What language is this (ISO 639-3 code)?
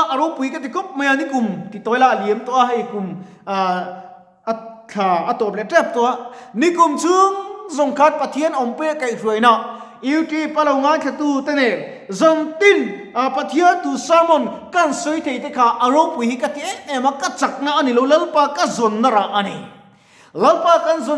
lus